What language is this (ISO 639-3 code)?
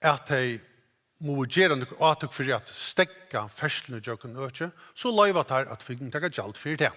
fao